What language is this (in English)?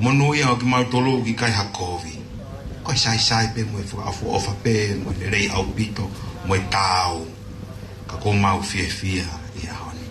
Tongan